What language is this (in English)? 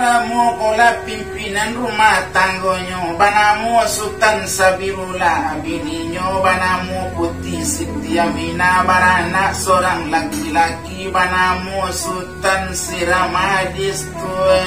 Minangkabau